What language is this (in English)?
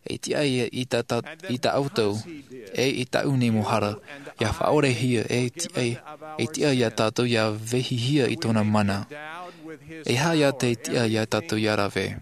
Tahitian